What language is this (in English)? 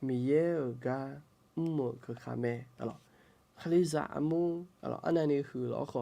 Akha